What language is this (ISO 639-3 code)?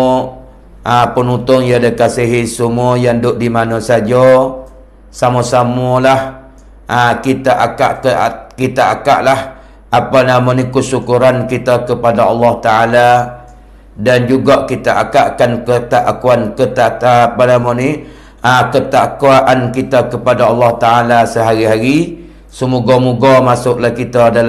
msa